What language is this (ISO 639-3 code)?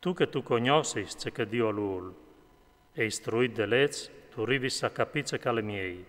fur